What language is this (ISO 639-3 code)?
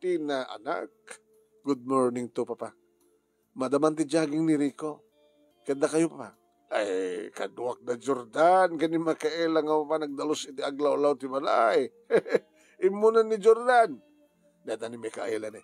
ilo